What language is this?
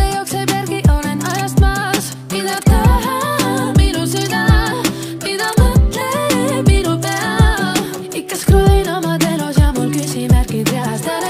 Estonian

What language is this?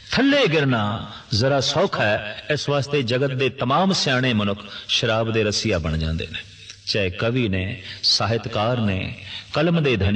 Punjabi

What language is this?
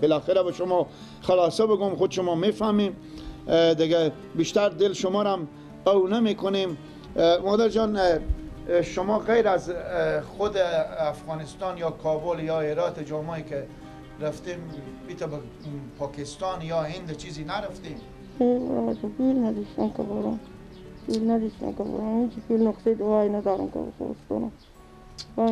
Persian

